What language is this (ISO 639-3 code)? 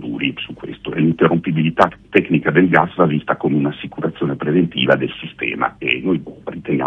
ita